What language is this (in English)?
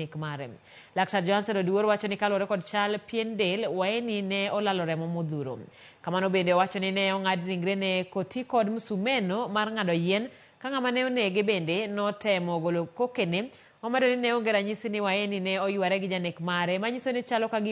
Luo (Kenya and Tanzania)